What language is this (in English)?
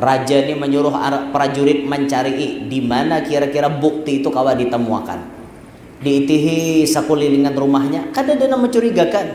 Banjar